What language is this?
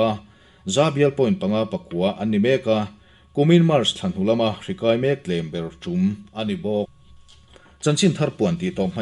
Mizo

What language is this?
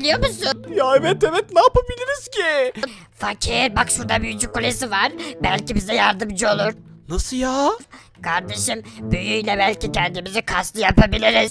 Turkish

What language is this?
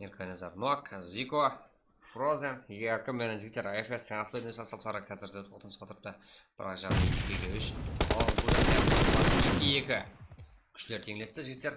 Kara-Kalpak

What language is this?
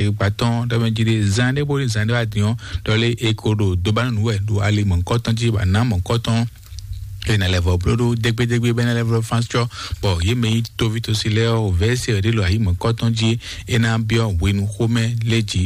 Fon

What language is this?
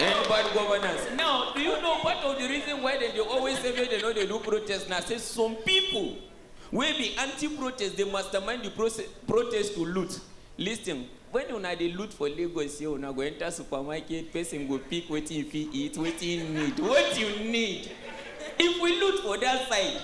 Nigerian Pidgin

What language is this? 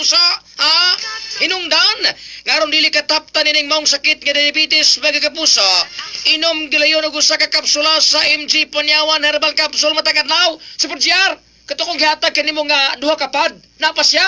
Cebuano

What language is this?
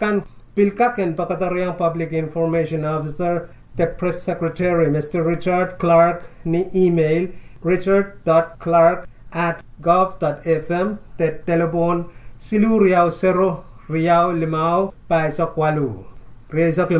Pohnpeian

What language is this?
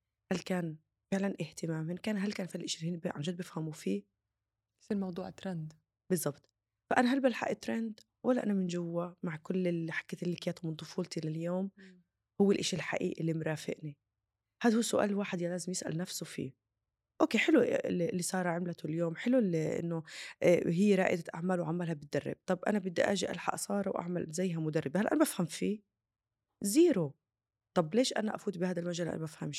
North Levantine Arabic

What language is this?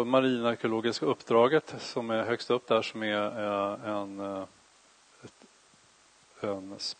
Swedish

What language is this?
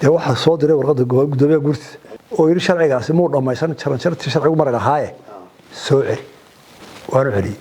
Somali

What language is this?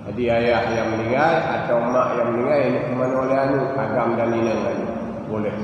Achinese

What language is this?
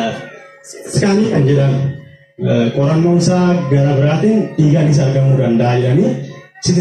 Oromo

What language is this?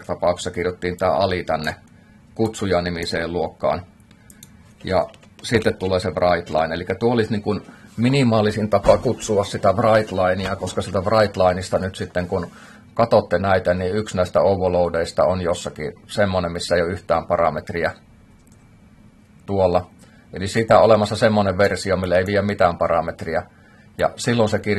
Finnish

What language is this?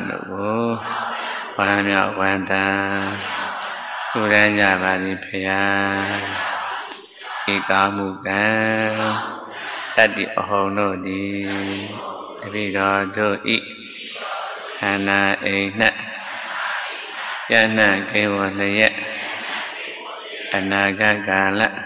Burmese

